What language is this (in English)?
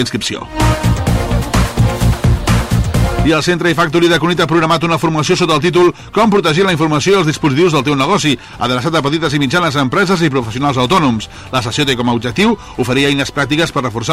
Catalan